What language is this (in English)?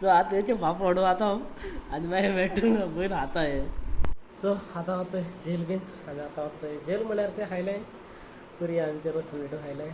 Konkani